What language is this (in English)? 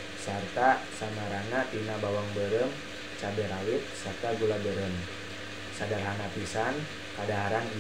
Sundanese